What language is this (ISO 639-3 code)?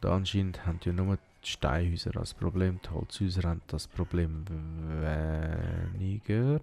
gsw